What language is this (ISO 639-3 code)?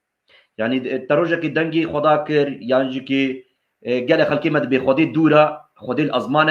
kur